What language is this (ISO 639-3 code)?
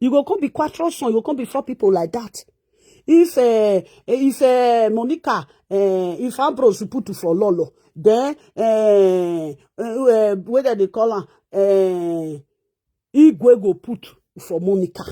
pcm